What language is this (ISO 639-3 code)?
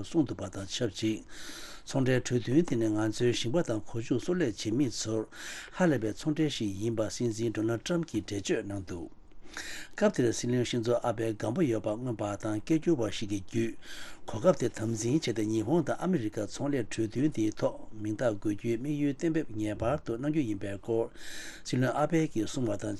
bod